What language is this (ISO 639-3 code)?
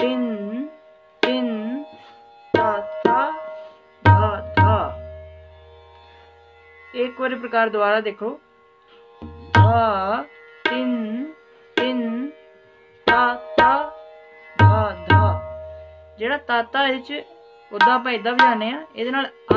pan